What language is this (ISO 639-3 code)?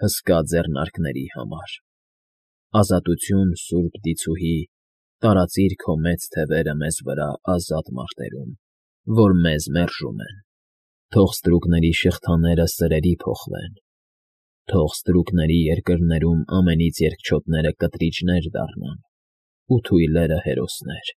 hye